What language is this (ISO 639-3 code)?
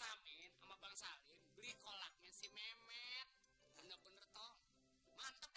bew